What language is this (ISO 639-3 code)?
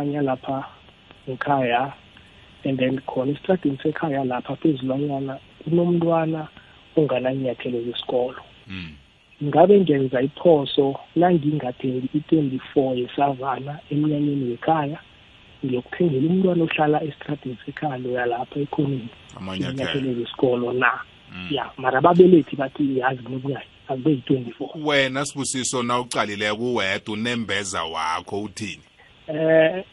nbl